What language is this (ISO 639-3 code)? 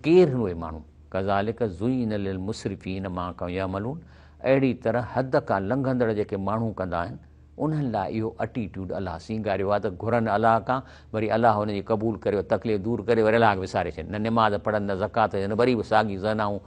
snd